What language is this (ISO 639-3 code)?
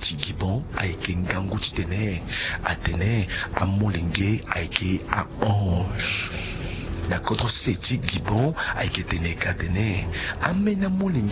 sag